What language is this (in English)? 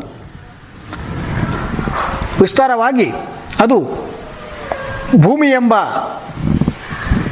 Kannada